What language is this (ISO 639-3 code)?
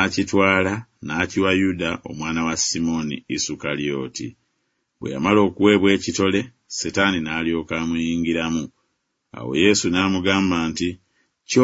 lug